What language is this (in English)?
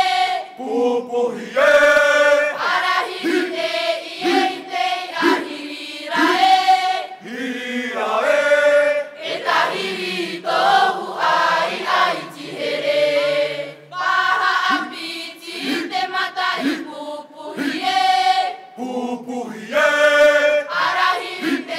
Tahitian